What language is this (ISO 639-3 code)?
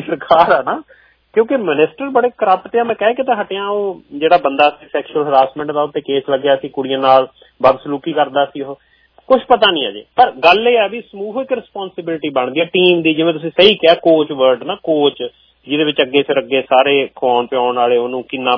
pan